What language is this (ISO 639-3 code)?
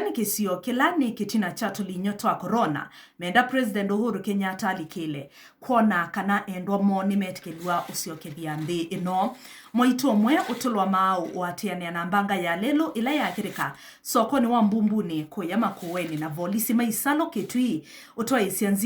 kam